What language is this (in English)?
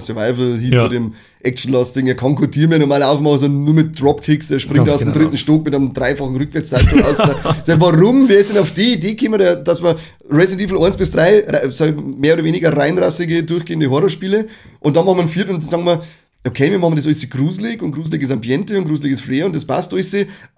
Bavarian